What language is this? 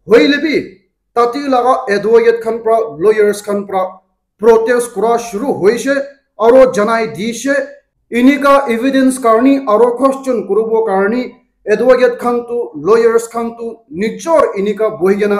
Naga Pidgin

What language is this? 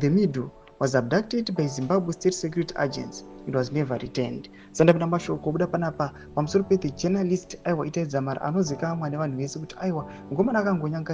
Shona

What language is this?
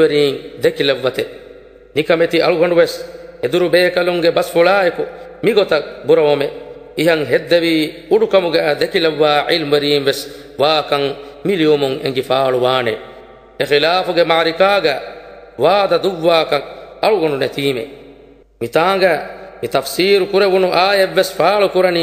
Divehi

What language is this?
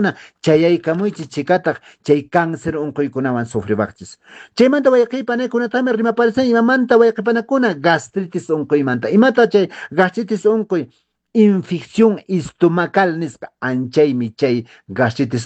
Quechua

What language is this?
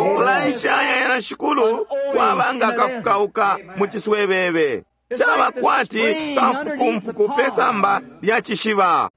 Bemba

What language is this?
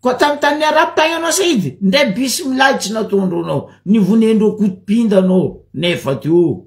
Malagasy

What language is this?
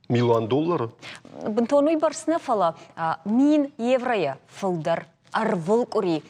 Ossetic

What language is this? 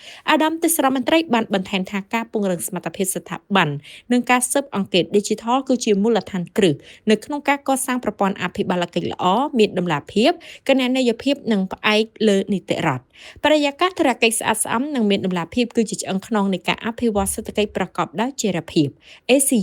Khmer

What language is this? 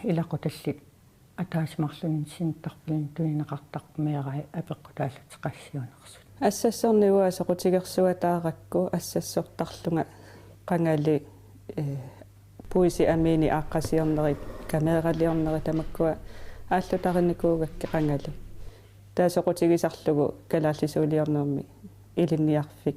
Kalaallisut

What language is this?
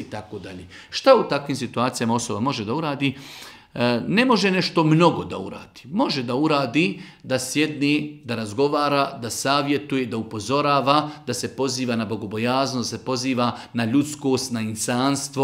Bosnian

